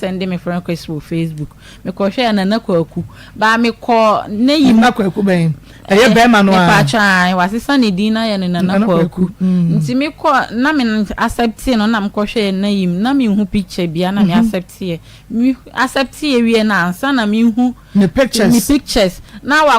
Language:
Akan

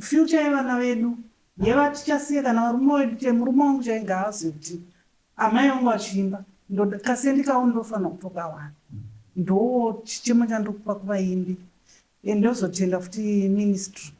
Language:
Shona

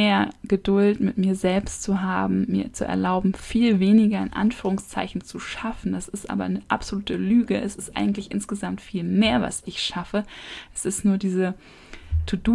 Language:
German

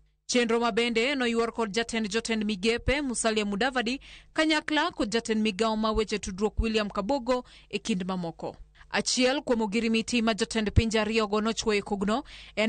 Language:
Luo (Kenya and Tanzania)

